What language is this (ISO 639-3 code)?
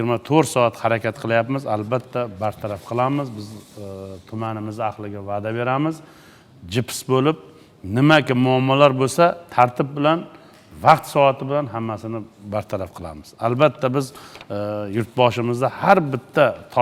uzb